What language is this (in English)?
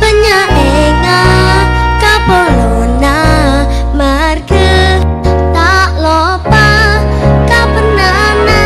Madurese